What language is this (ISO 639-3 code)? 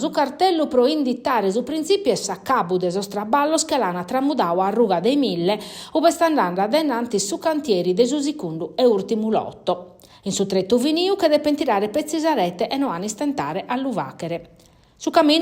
srd